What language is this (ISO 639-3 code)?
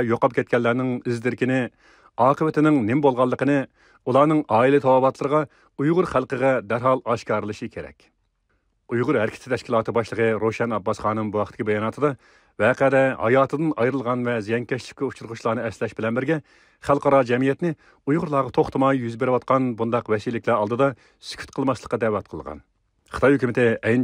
uig